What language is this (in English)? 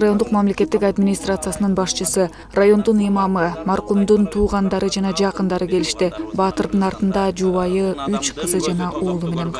Kyrgyz